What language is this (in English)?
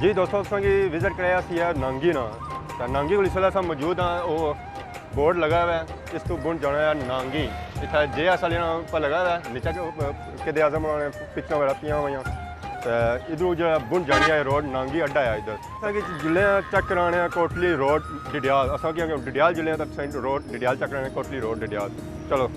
Pahari-Potwari